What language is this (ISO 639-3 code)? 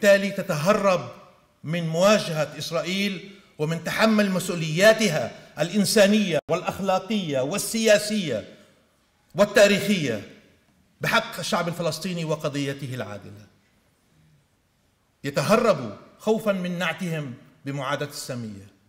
ara